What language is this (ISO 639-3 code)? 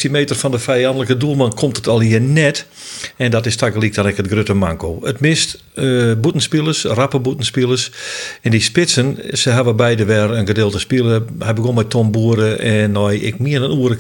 fry